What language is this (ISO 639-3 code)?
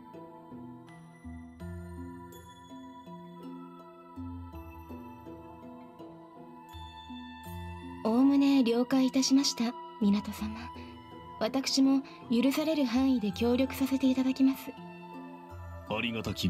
jpn